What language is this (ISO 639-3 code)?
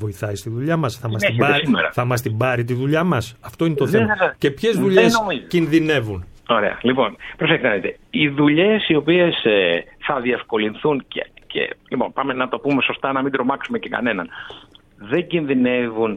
ell